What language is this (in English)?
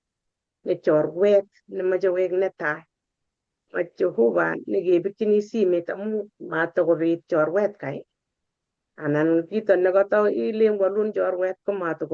Kalenjin